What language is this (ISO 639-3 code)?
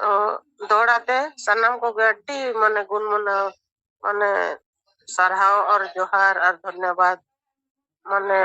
sat